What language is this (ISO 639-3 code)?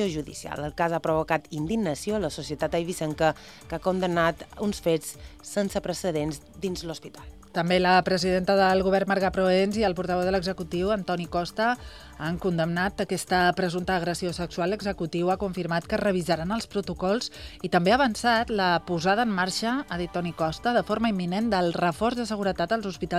cat